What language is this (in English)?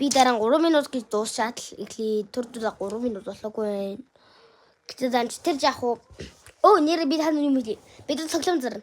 Mongolian